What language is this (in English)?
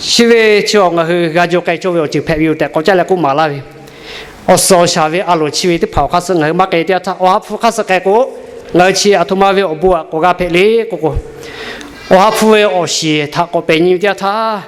Lahu